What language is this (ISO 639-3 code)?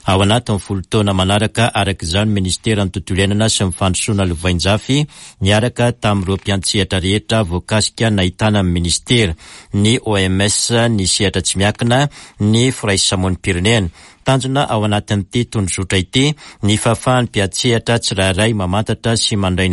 mlg